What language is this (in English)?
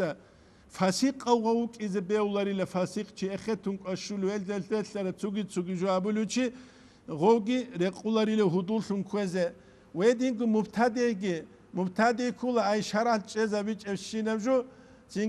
Avaric